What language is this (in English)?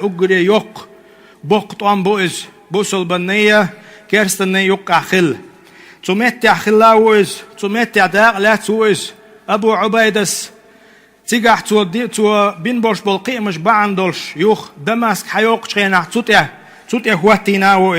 Chechen